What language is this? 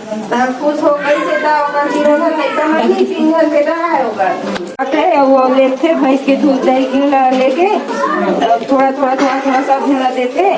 Chhattisgarhi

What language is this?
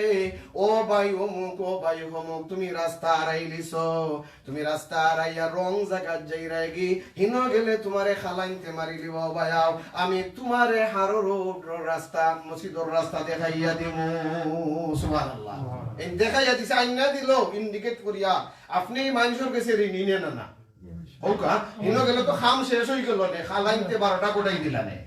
Sylheti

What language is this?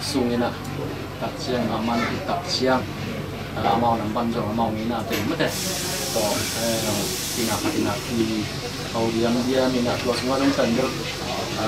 Tedim Chin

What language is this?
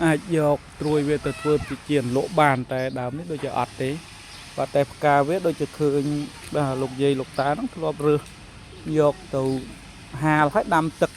Khmer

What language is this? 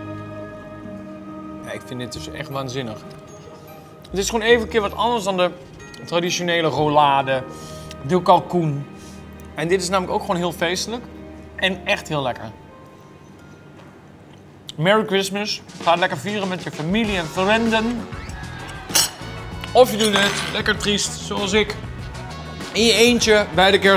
Dutch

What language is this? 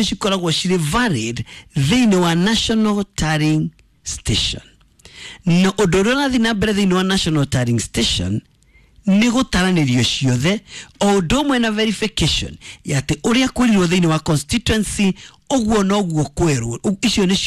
Kikuyu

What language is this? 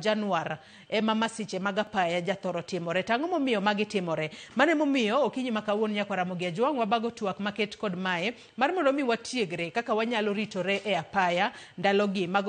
Luo (Kenya and Tanzania)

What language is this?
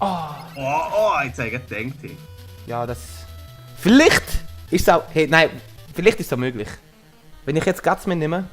Swiss German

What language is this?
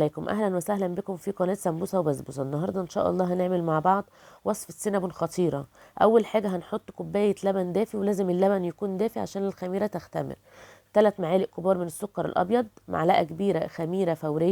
Egyptian Arabic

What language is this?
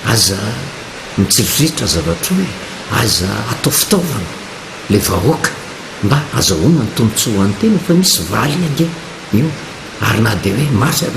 Malagasy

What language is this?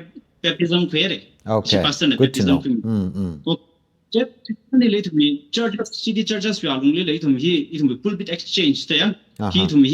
Tangkhul Naga (India)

